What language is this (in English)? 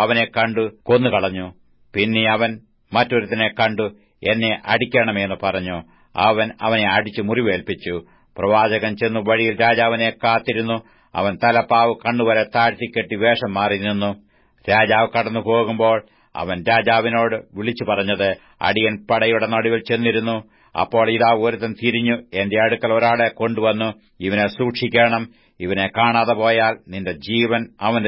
Malayalam